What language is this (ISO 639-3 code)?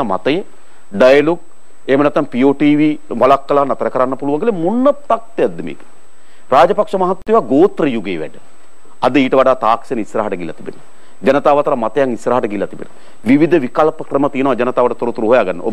sin